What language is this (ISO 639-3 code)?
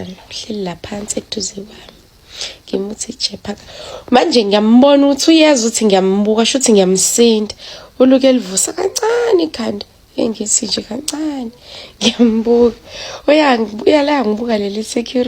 zul